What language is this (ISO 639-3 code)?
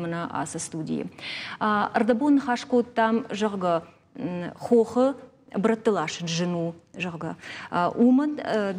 oss